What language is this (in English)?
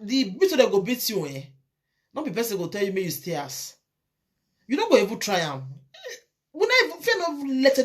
Nigerian Pidgin